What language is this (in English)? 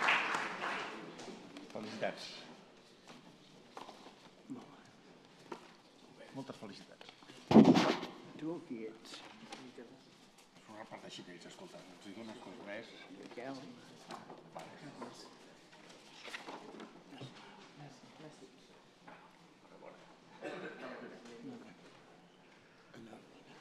Catalan